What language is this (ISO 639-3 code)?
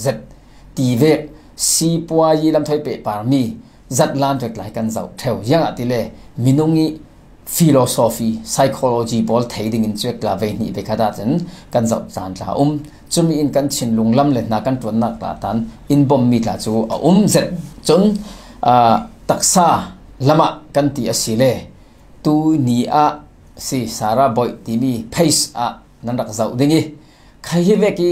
cfm